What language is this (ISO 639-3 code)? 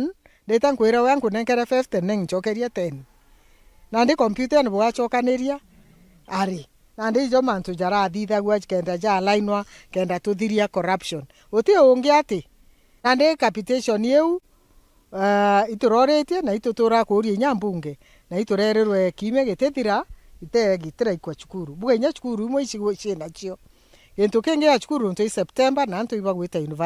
mer